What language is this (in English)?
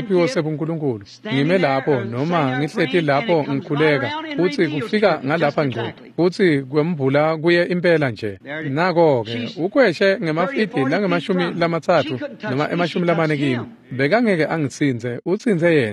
Swati